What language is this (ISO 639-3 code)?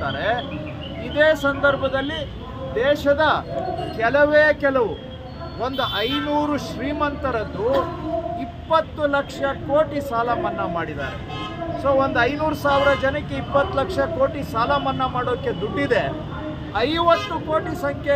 kan